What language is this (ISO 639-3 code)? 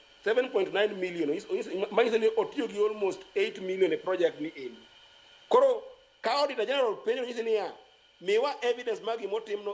luo